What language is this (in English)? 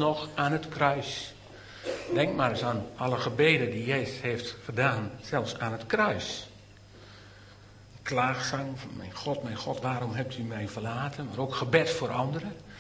Dutch